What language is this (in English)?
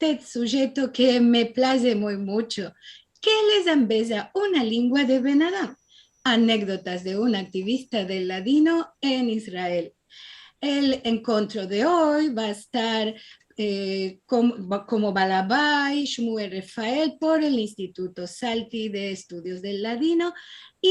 Ladino